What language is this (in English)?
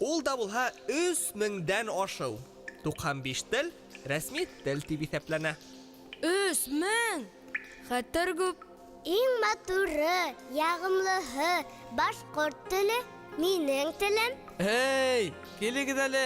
Bashkir